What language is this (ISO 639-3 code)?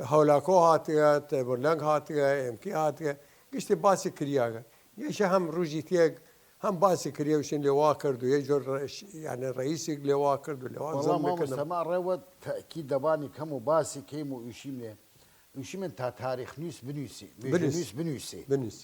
sdh